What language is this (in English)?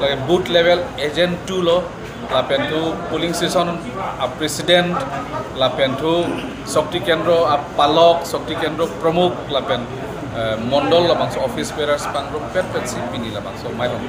Karbi